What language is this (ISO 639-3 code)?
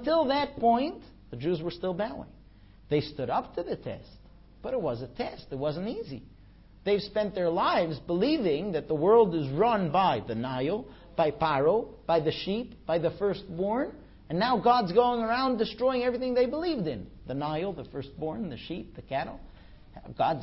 eng